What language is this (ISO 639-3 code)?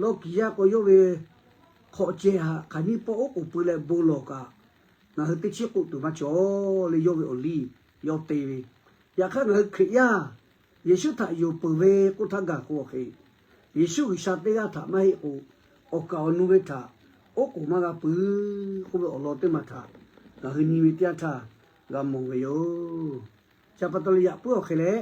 lhu